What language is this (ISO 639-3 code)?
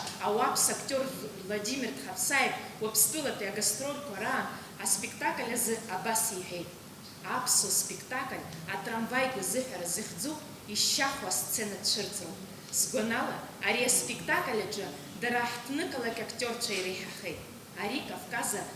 abk